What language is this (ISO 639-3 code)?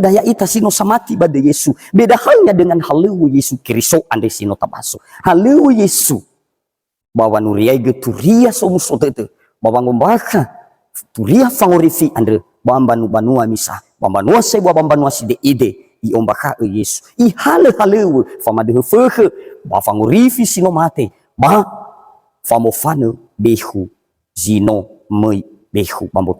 nia